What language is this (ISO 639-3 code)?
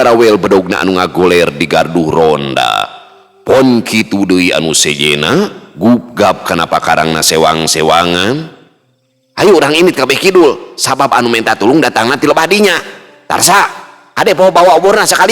sun